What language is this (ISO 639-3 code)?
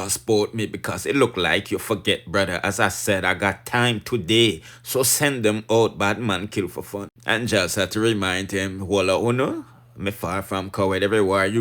jam